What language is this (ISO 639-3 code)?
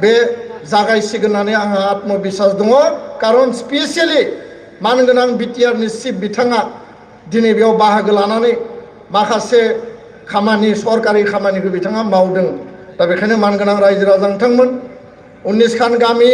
brx